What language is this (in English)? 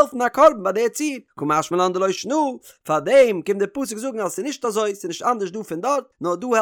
Yiddish